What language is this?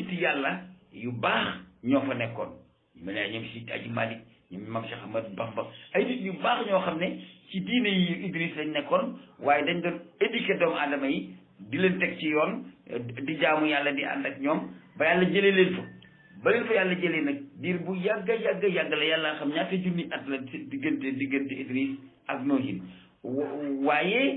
Wolof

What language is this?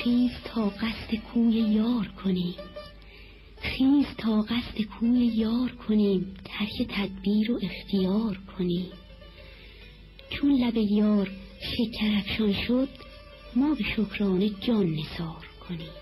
Persian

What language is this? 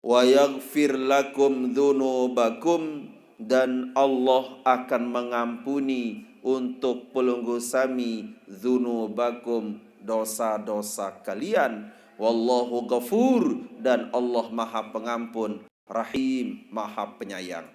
Sasak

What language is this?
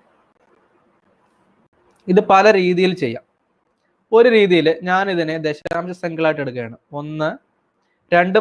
Malayalam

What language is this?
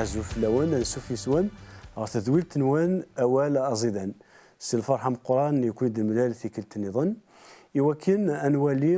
Kabyle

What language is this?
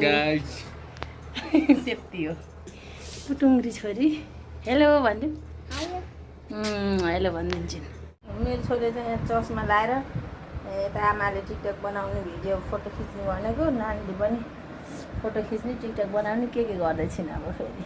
Nepali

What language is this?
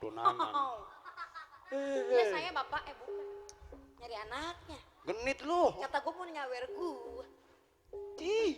Betawi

